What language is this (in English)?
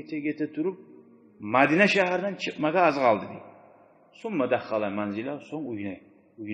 Kumyk